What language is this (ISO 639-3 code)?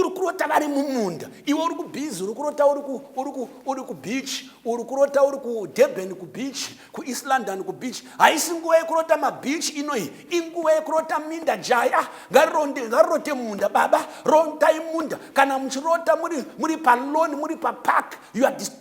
sna